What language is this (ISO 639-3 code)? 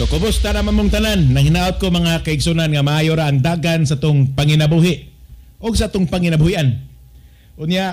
ceb